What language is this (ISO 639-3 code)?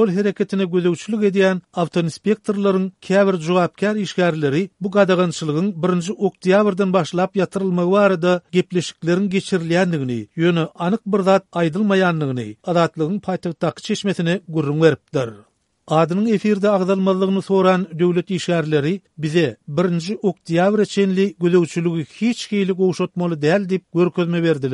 tuk